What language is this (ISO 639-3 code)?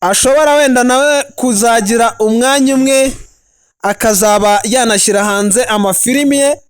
kin